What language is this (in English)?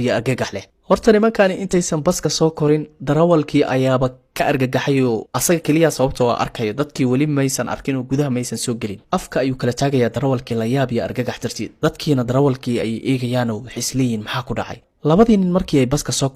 Somali